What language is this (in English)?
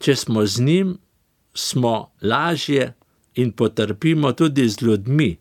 Slovenian